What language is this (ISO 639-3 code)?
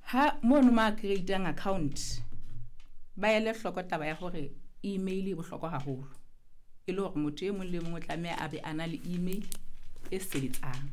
sot